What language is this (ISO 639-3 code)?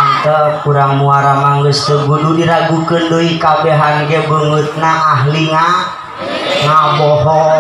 sun